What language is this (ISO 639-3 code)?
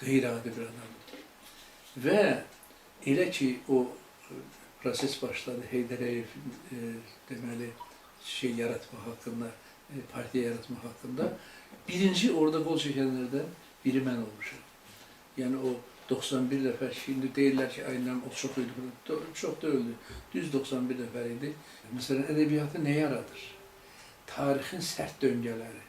aze